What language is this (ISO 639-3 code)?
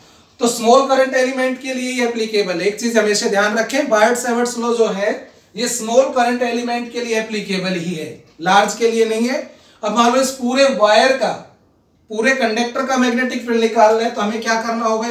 hin